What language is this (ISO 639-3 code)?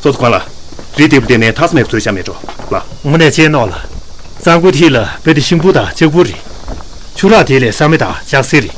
bod